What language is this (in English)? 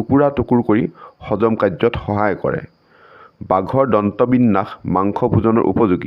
Assamese